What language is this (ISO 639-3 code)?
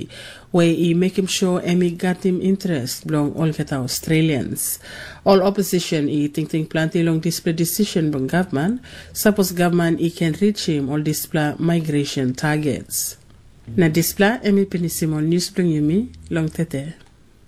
tpi